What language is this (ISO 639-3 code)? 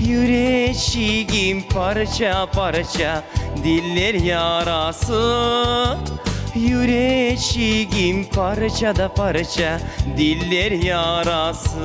crh